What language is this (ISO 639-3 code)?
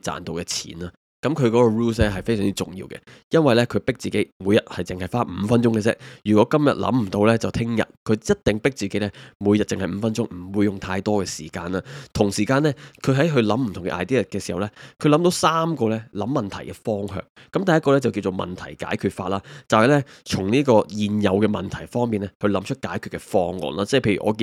yue